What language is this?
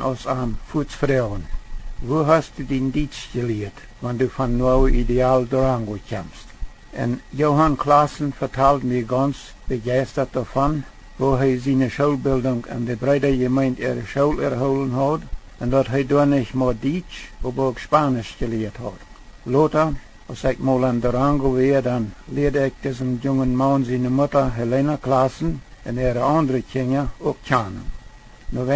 Plautdietsch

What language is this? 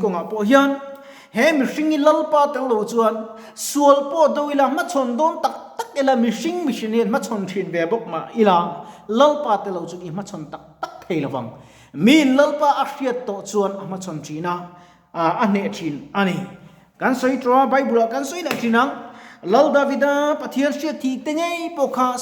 Mizo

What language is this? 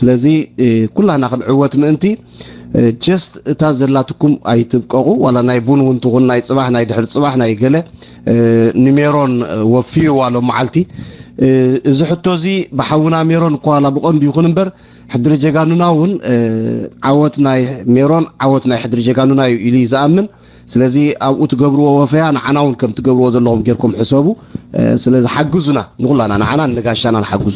Tigrinya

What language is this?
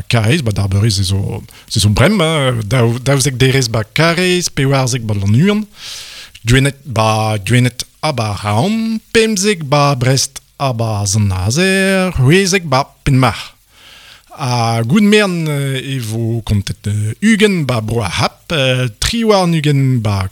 Breton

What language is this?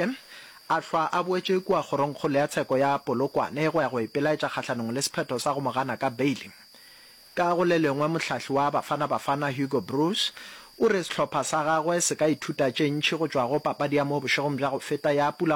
Northern Sotho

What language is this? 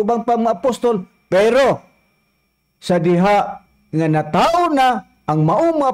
Cebuano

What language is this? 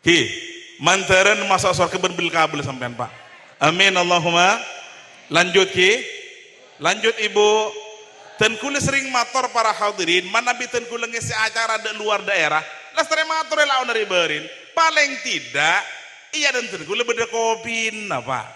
Madurese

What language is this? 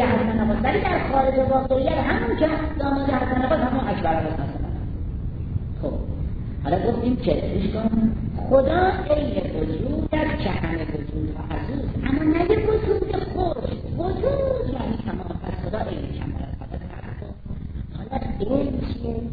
Persian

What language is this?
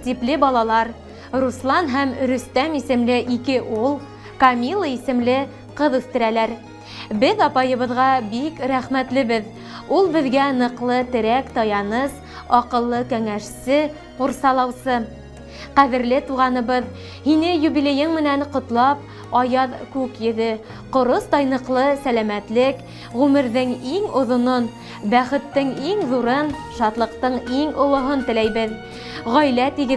Bashkir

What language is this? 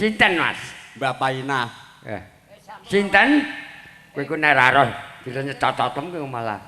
Javanese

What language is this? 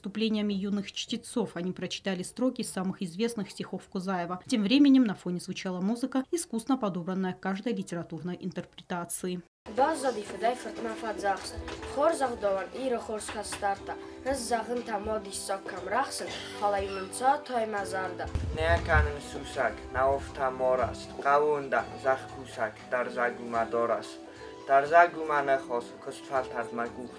Ossetic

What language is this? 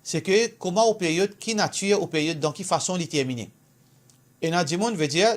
Morisyen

